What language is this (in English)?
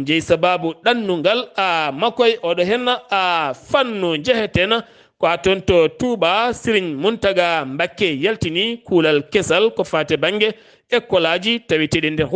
Fula